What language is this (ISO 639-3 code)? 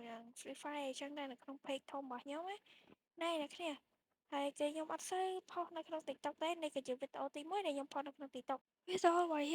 khm